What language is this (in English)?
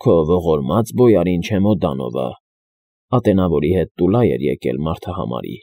Armenian